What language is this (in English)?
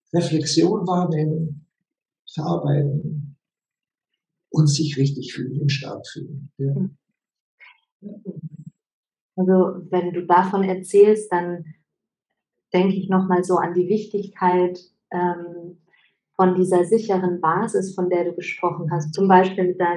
German